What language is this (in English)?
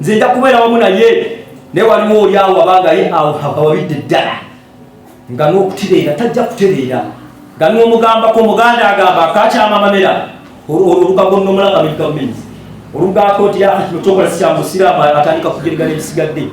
Ganda